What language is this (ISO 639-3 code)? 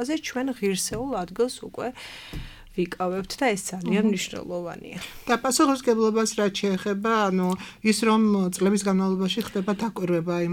kat